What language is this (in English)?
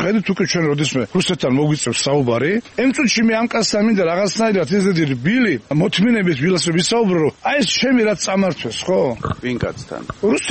Georgian